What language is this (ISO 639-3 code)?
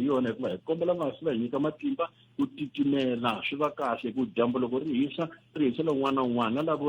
tso